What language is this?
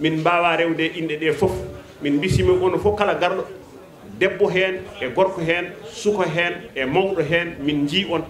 Fula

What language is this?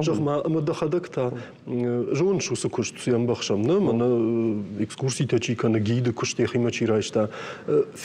Ossetic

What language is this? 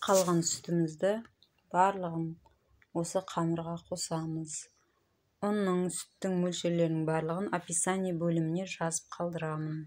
Kazakh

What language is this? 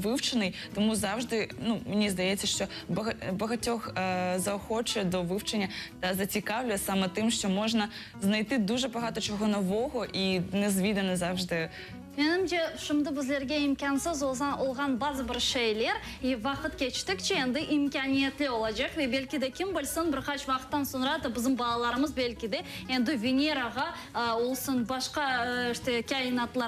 Crimean Tatar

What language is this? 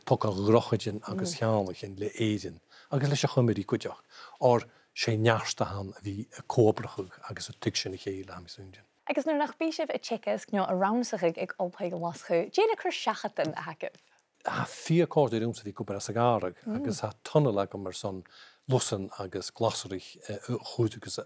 Scottish Gaelic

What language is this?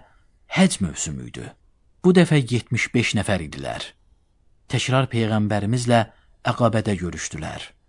Azerbaijani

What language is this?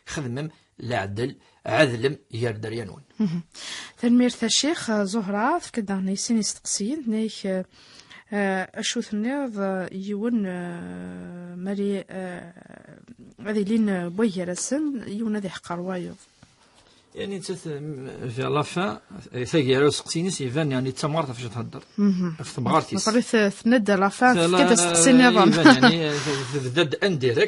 Kabyle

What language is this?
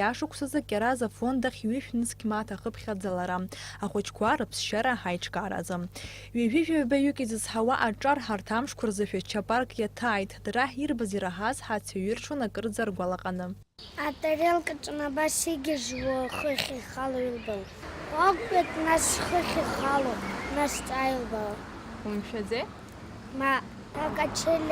Abkhazian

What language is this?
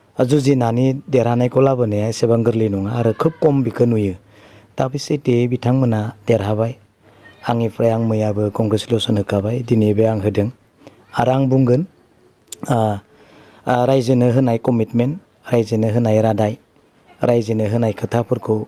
Bodo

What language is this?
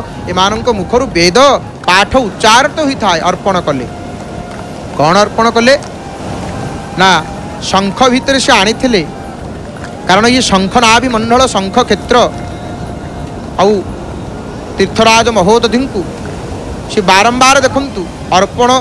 Odia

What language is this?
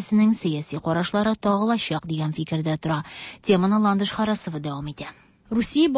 Tatar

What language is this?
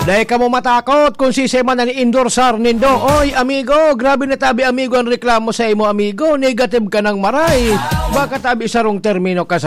Bikol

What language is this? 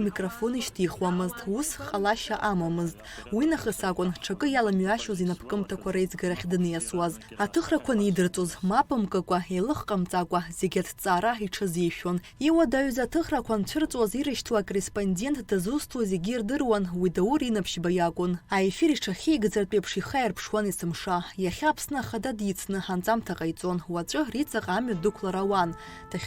Abkhazian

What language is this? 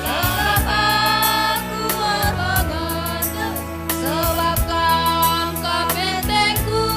Batak Karo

